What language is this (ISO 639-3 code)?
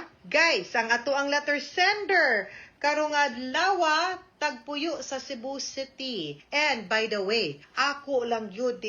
ceb